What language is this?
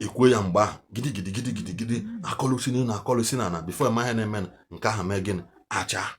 Igbo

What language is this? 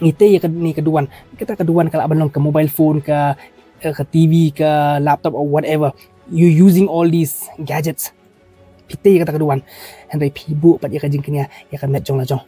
Khasi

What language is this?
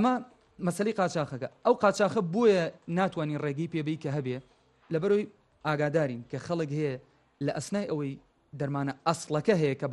Central Kurdish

